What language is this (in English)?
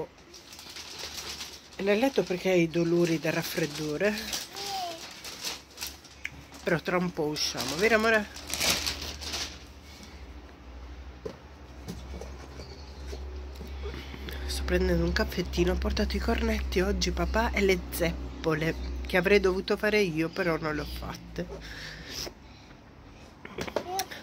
Italian